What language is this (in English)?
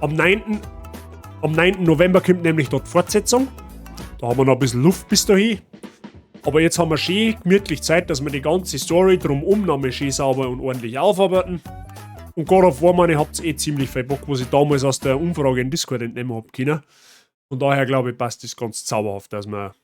Bavarian